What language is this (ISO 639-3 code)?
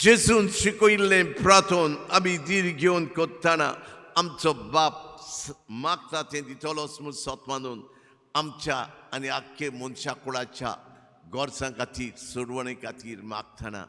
kok